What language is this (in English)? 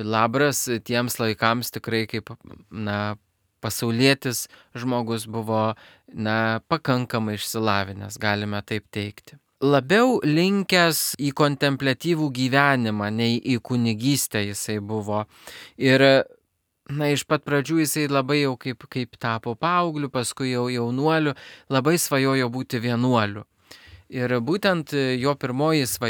Lithuanian